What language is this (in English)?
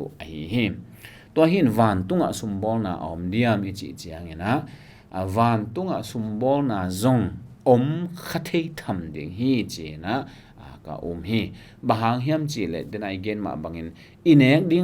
Tedim Chin